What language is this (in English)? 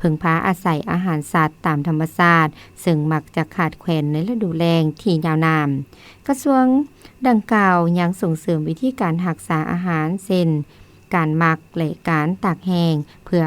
Lao